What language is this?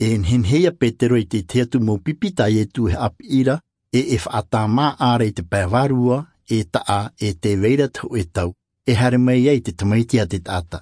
Tahitian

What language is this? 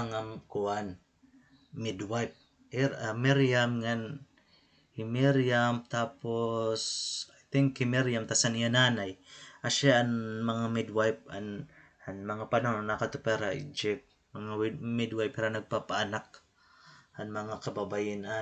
Waray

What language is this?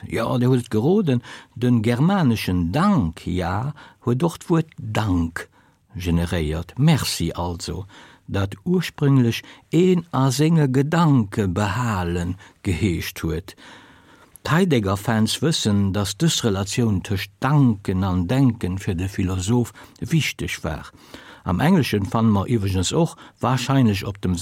Luxembourgish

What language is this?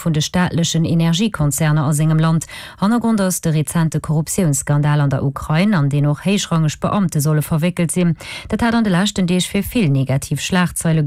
Luxembourgish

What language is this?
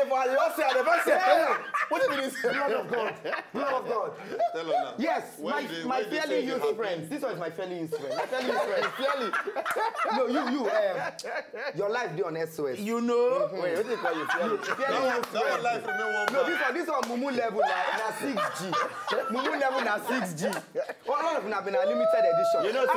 Nigerian Pidgin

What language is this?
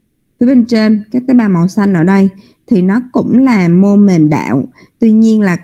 Vietnamese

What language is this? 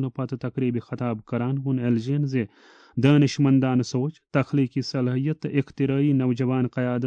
Kashmiri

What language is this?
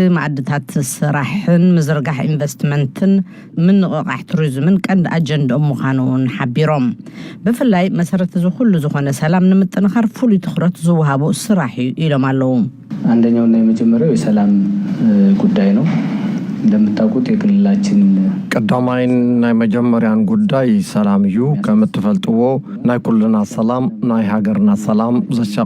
Tigrinya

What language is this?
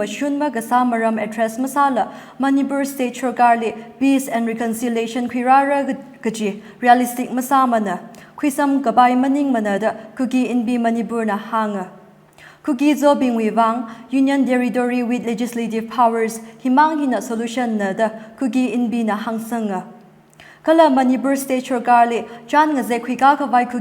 Tangkhul Naga (India)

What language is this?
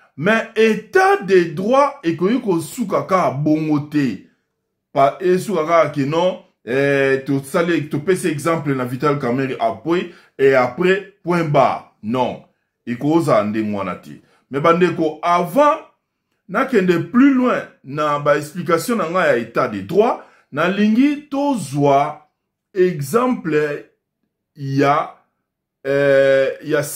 Lingala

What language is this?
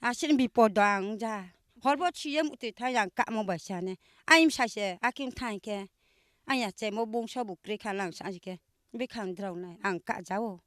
Kok Borok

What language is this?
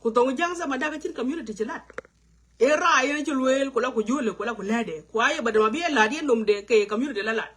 Nuer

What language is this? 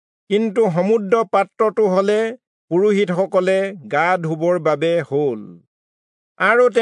Assamese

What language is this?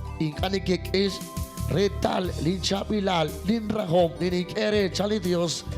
Kekchí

